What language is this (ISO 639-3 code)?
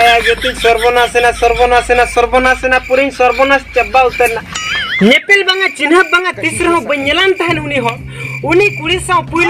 sat